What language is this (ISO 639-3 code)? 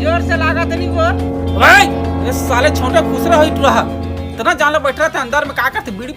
hne